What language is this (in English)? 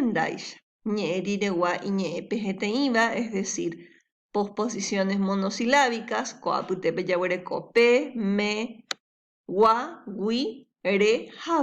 Guarani